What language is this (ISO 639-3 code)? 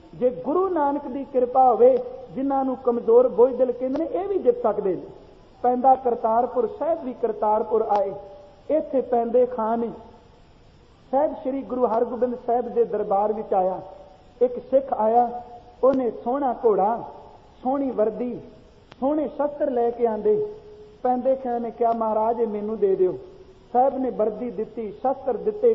pan